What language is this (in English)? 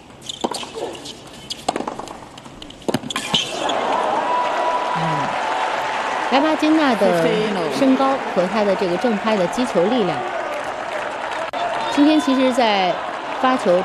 Chinese